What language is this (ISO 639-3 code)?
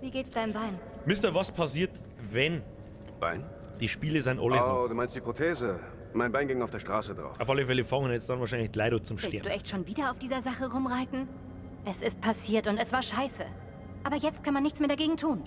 bar